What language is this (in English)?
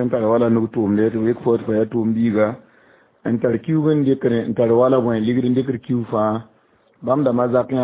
Mossi